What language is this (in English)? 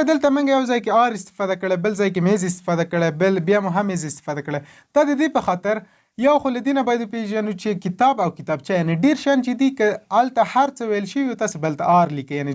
Pashto